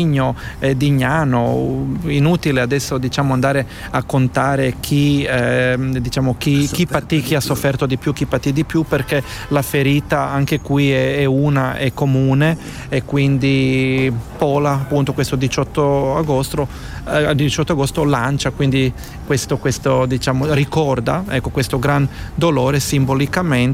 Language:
Italian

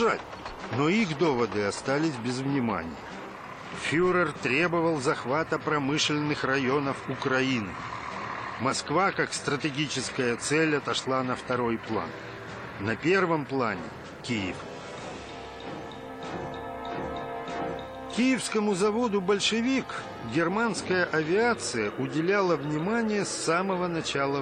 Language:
Russian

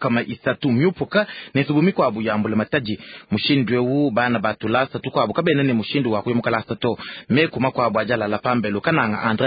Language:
Luba-Lulua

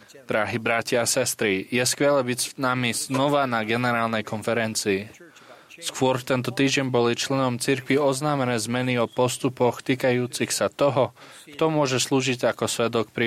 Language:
Slovak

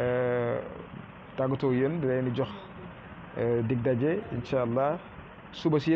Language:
Wolof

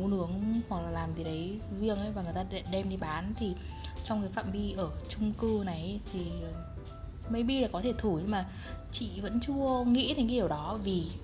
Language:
Vietnamese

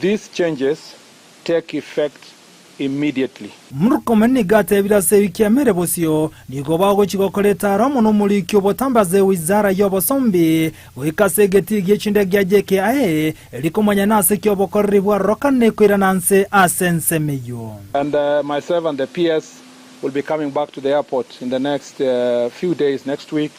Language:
Gusii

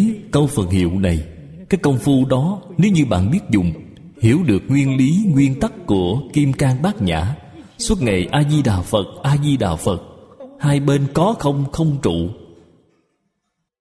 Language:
Vietnamese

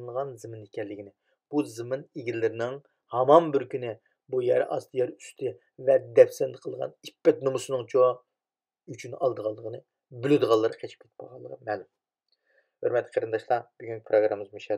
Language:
Uyghur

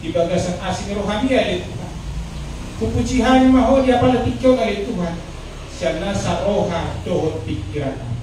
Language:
Batak Toba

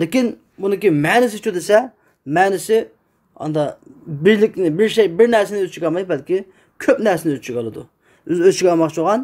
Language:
Uyghur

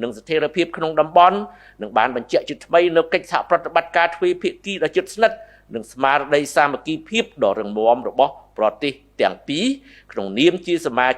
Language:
Khmer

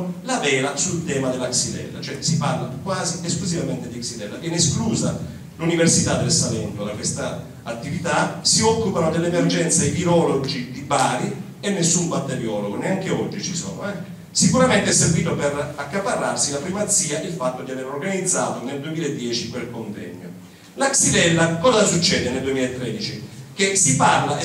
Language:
Italian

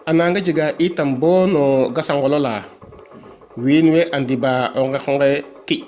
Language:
Serer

